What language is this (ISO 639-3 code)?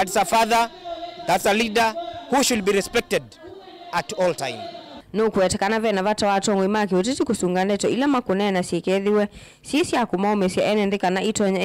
kam